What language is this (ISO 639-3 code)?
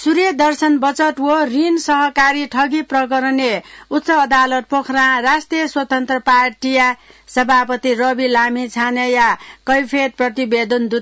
new